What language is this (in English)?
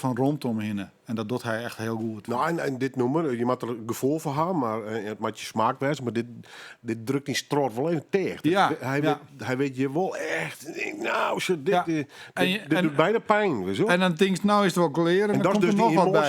Western Frisian